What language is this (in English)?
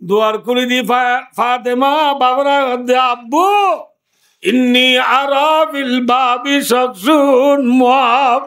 Rohingya